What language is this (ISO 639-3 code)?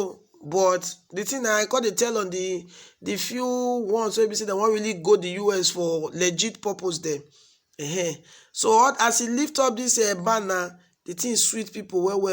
pcm